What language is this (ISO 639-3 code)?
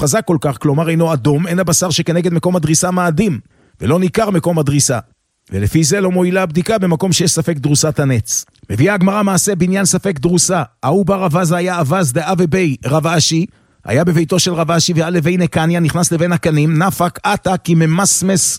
heb